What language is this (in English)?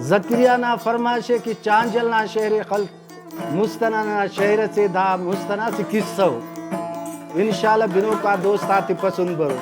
Brahui